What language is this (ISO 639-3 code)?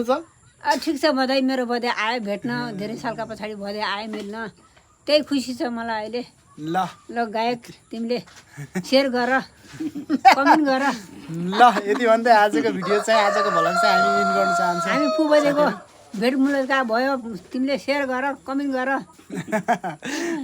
nep